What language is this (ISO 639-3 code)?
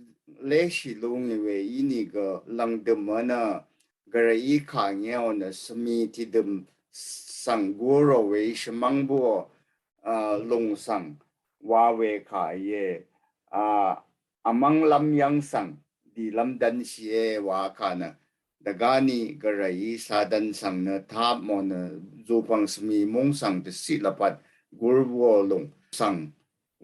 raw